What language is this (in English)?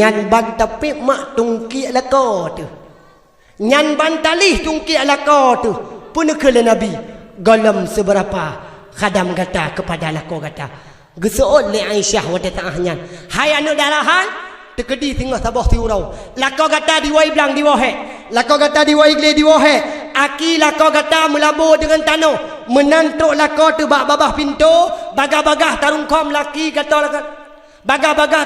Achinese